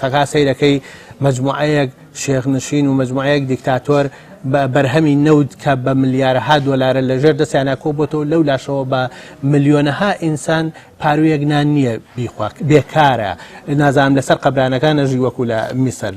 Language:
Central Kurdish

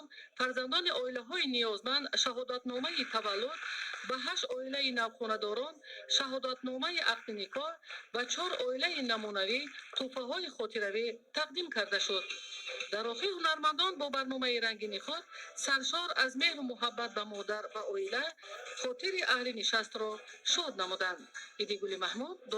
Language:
Tajik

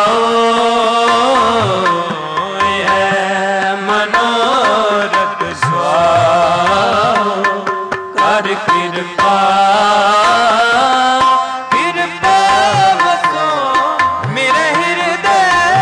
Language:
Punjabi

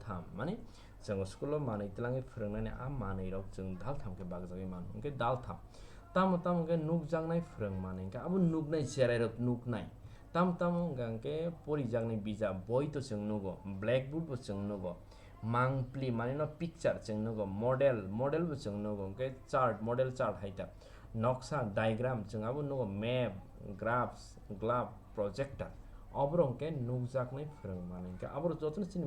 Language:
Kok Borok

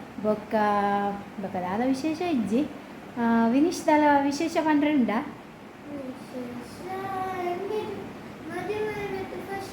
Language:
Tulu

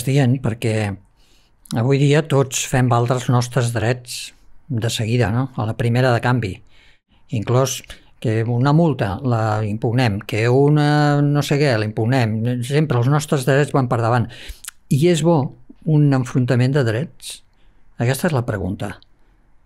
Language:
Catalan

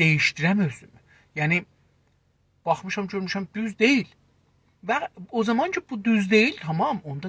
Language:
South Azerbaijani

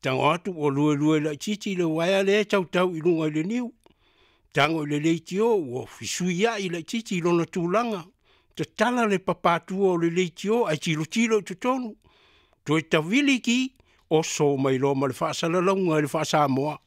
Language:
Samoan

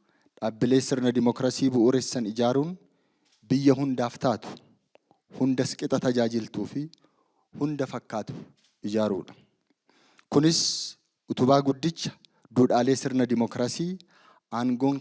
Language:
Oromo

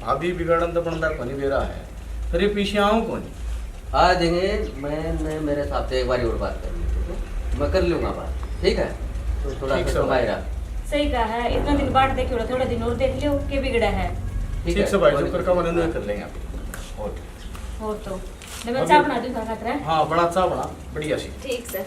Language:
Haryanvi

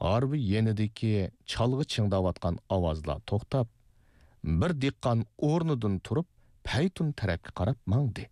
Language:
Uyghur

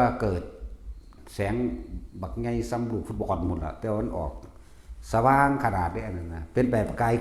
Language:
Northeastern Thai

